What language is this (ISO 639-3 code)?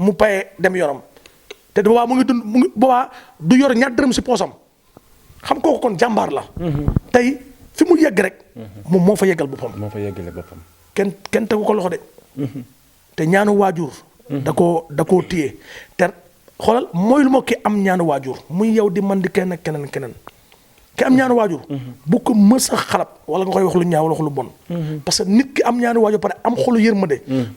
wol